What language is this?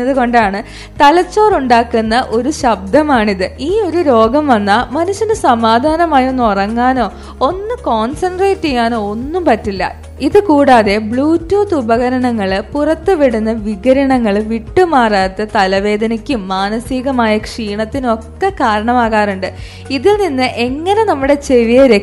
Malayalam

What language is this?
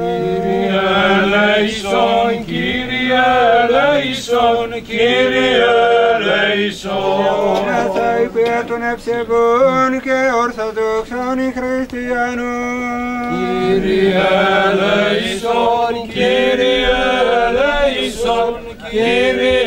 Greek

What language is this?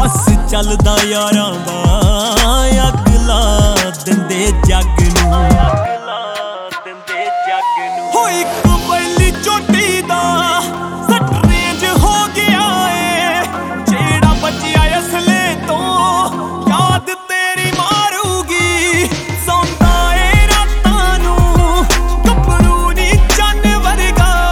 Punjabi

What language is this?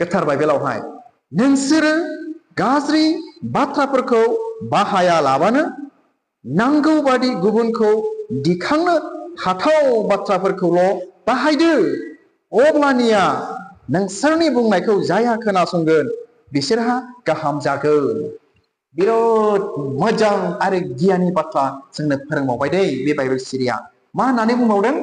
Bodo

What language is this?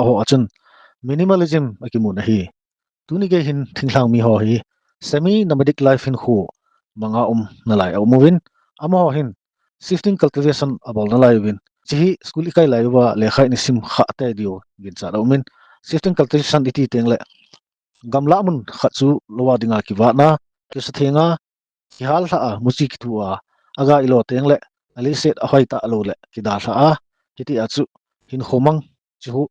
Thado Chin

